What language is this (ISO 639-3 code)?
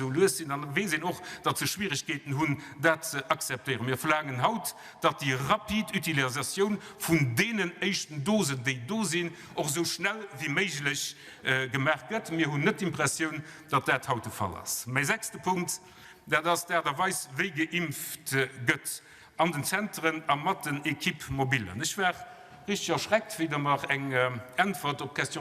ltz